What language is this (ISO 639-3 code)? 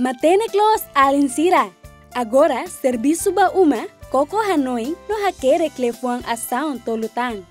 tet